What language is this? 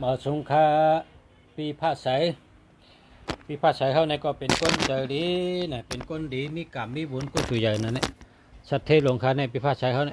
Shan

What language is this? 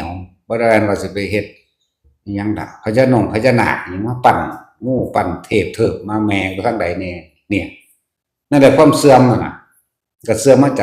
Northeastern Thai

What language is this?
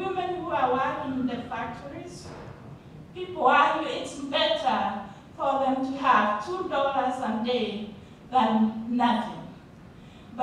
English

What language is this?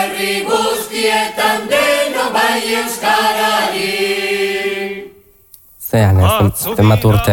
Basque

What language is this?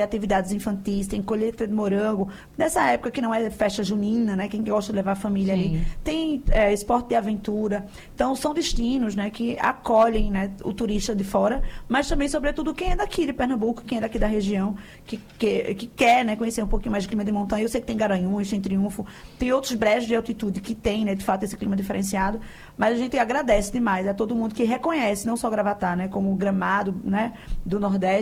Portuguese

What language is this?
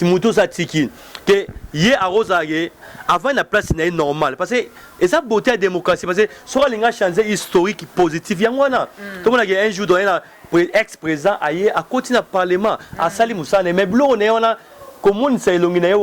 Lingala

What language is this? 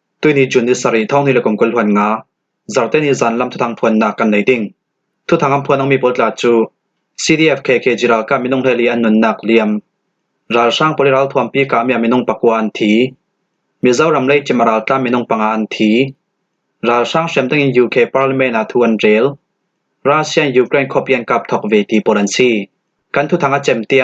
Falam Chin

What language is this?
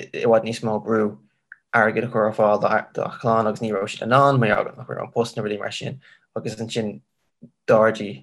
Irish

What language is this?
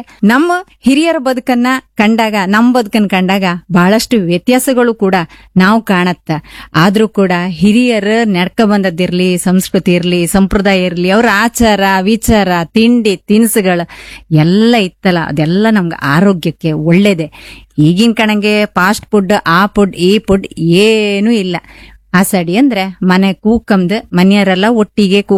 Kannada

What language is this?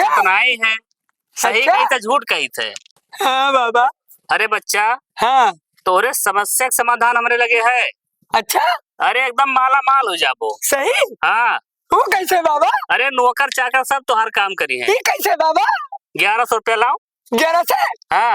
Awadhi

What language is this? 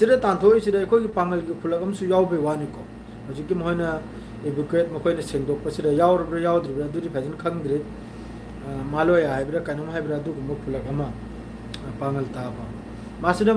Manipuri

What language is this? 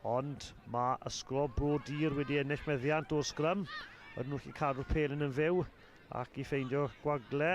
Welsh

